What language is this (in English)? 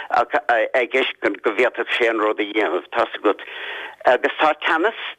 Irish